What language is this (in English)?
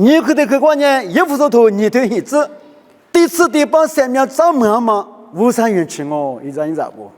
Lisu